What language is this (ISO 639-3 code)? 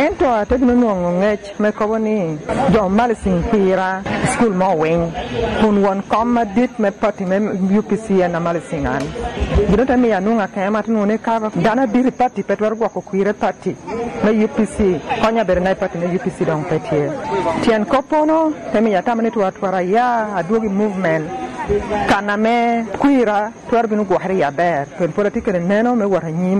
laj